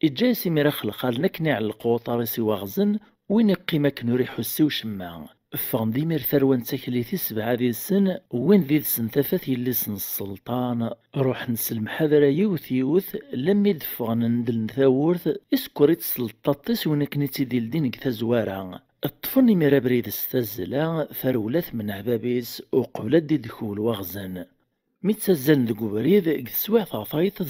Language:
Kabyle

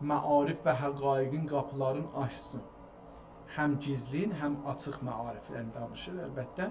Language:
South Azerbaijani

